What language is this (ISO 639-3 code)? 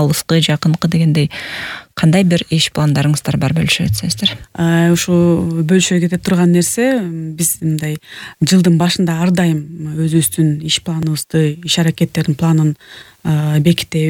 kir